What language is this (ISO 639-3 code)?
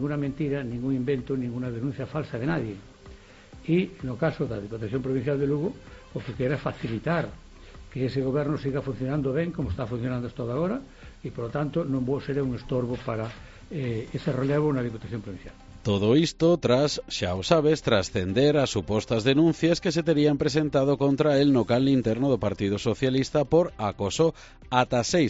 glg